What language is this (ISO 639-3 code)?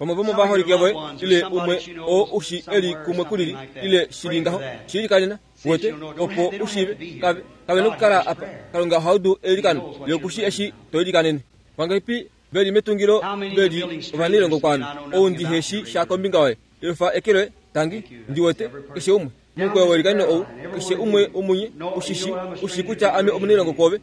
kua